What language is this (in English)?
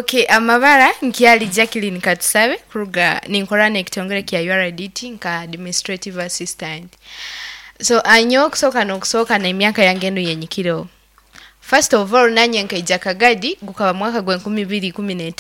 Nyankole